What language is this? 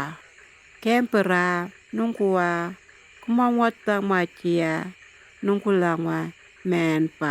Anindilyakwa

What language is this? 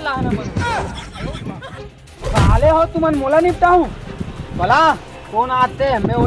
Chhattisgarhi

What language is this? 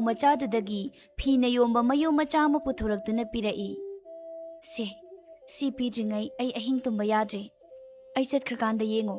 Manipuri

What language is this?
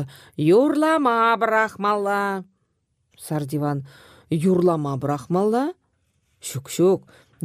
Chuvash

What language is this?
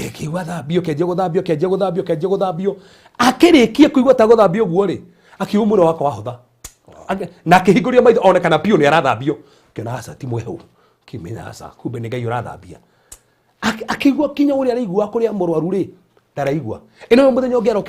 Kikuyu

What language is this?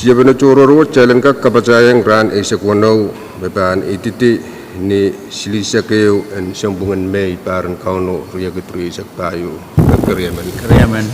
Pohnpeian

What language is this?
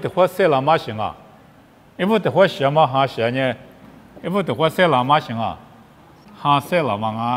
Lisu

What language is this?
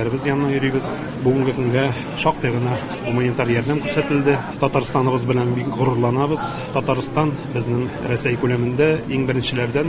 Tatar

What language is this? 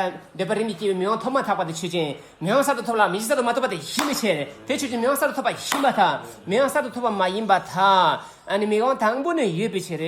Tibetan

